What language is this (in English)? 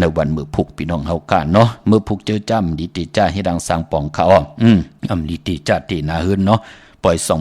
Shan